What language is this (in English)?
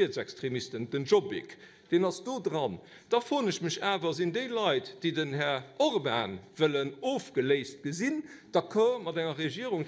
Luxembourgish